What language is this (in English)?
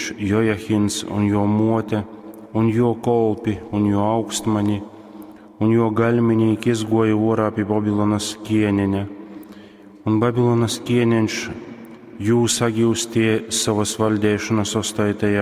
Latgalian